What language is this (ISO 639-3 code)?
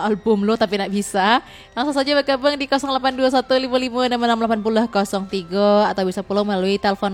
min